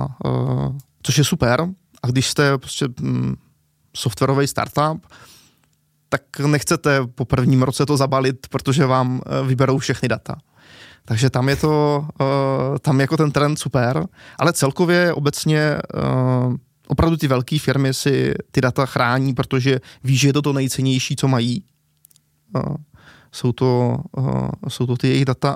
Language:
Czech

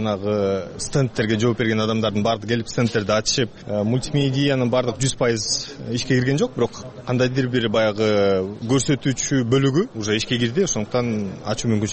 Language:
Kyrgyz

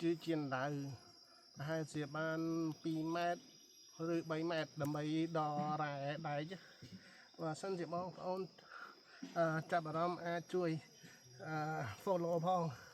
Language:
Khmer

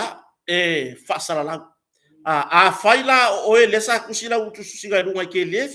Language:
Samoan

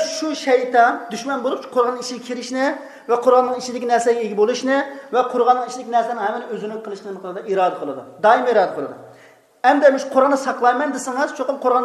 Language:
Uyghur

